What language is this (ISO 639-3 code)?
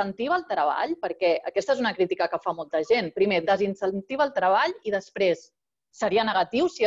cat